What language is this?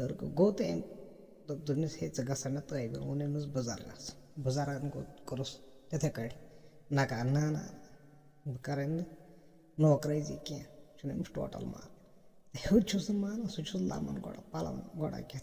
Kashmiri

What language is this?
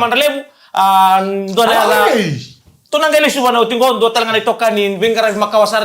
Fijian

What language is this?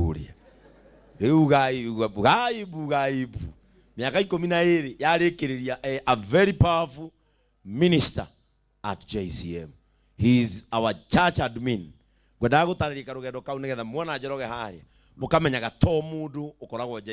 Kikuyu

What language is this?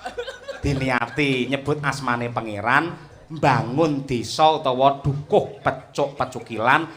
Javanese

